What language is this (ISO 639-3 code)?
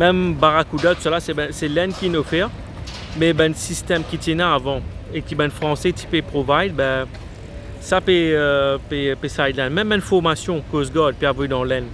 mfe